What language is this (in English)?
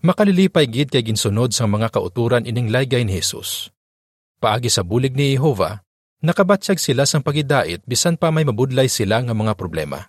Hiligaynon